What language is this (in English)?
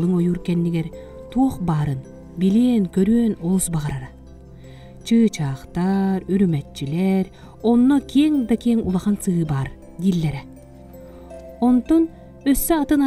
Yakut